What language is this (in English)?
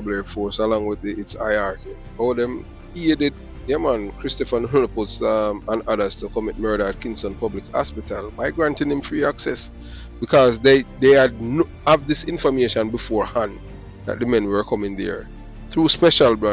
Jamaican Creole English